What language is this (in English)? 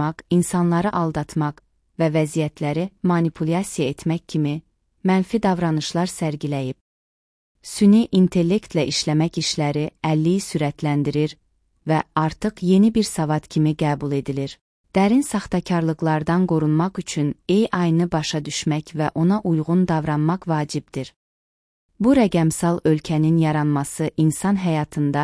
Azerbaijani